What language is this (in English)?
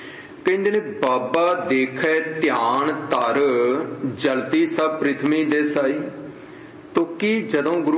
Punjabi